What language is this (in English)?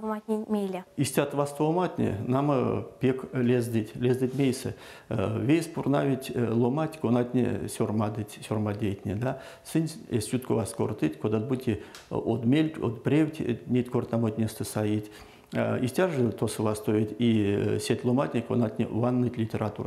Erzya